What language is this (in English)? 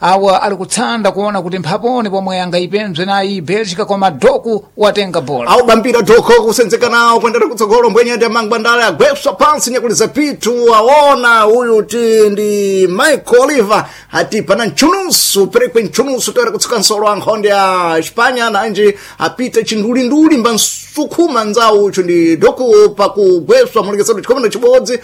Sena